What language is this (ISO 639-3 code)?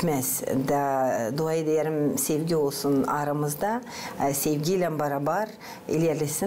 gag